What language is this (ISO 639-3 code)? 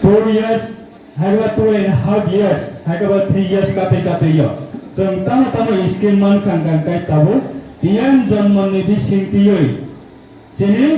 ria